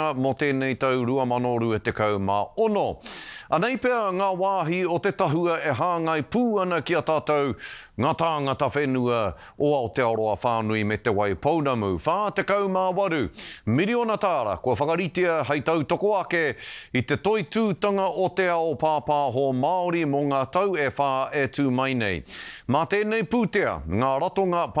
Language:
Māori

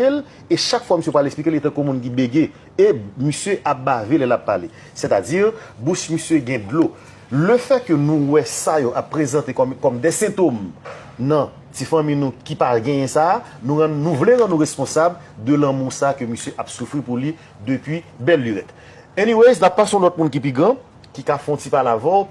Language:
Haitian Creole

